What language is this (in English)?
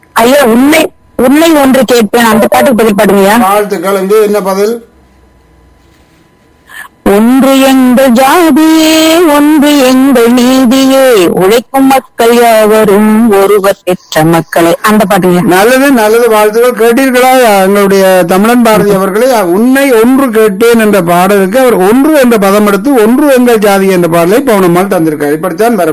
Tamil